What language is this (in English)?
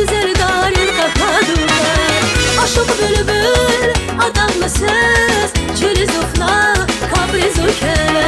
Tabassaran